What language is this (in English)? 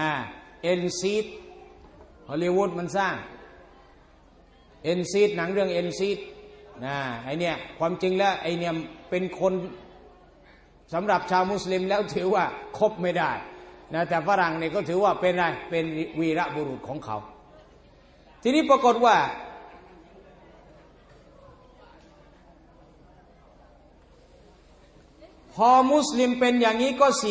Thai